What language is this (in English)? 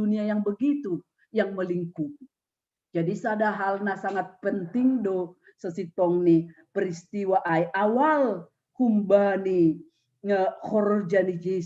Batak Simalungun